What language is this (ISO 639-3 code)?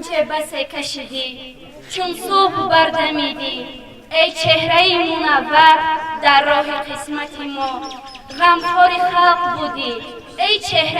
tgk